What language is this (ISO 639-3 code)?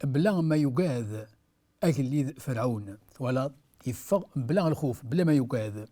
kab